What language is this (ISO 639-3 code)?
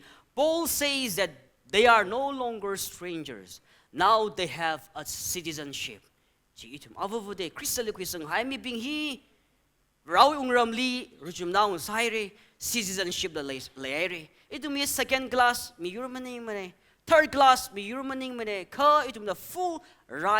nmf